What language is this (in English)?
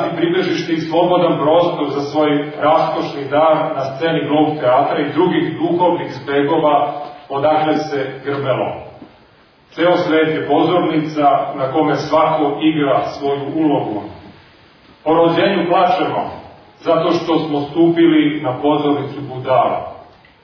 Serbian